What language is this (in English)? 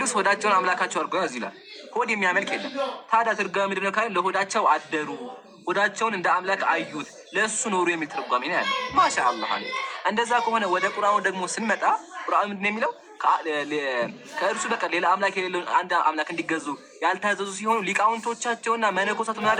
Amharic